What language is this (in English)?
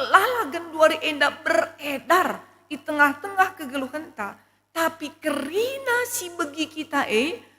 Batak Karo